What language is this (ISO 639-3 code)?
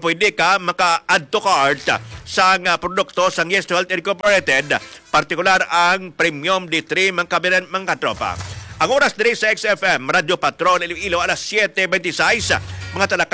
hil